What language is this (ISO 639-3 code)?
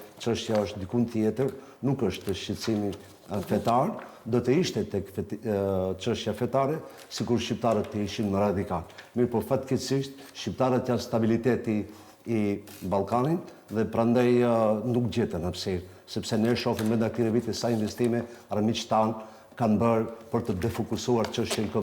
sqi